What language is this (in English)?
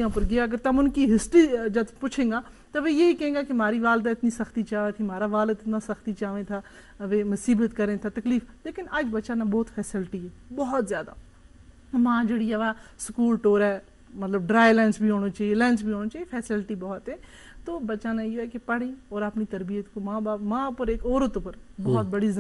Gujari